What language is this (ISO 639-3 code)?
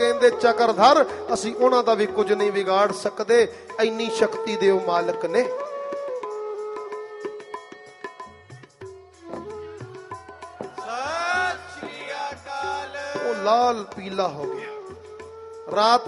pan